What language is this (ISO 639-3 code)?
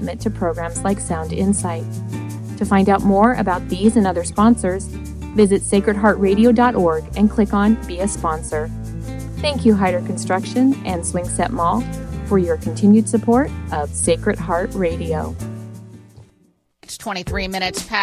eng